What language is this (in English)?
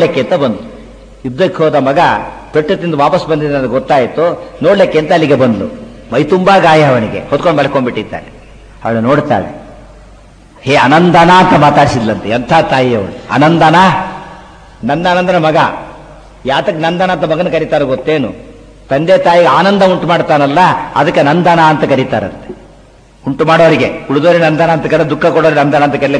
Kannada